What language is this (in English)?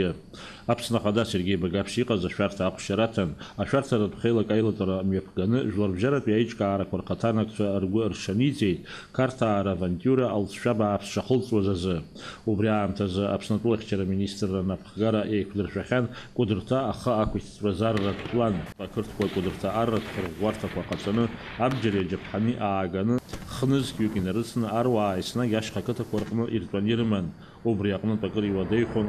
Abkhazian